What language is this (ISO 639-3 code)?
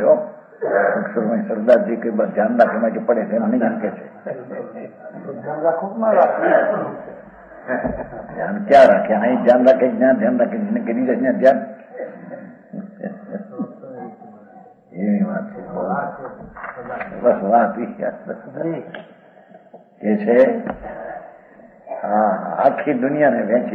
guj